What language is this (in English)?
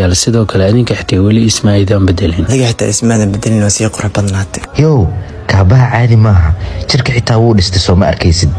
Somali